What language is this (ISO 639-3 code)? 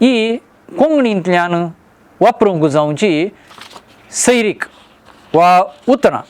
kok